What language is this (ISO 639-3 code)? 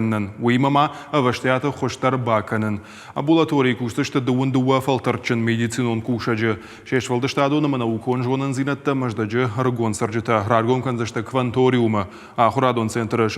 oss